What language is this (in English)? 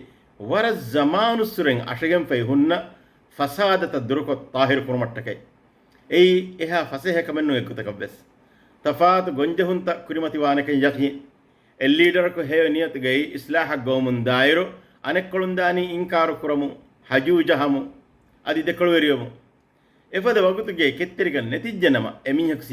Divehi